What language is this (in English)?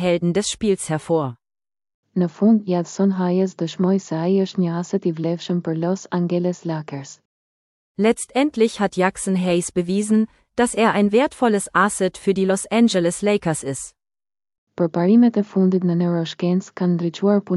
Albanian